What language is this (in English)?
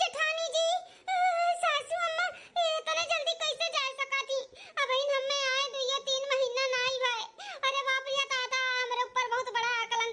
Awadhi